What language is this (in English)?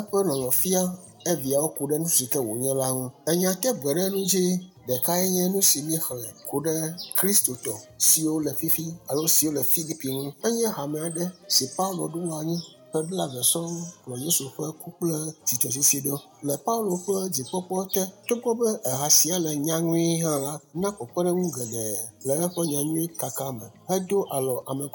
Ewe